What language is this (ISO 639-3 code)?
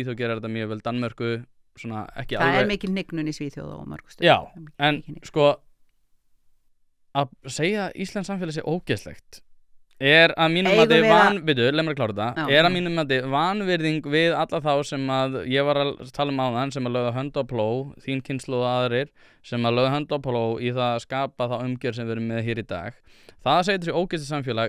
isl